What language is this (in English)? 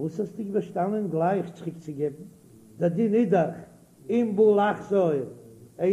Yiddish